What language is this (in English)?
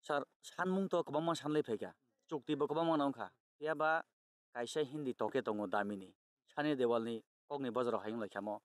Kok Borok